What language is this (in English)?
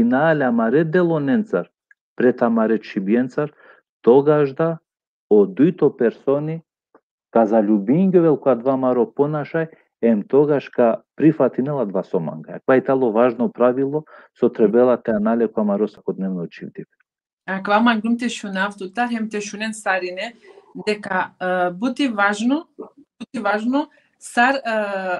Balkan Romani